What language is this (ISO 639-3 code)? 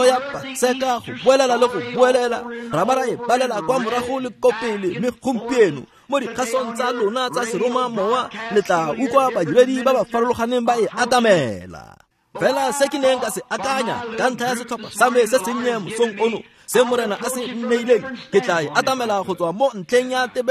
tsn